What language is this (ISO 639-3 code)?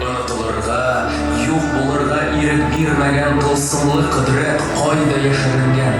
tat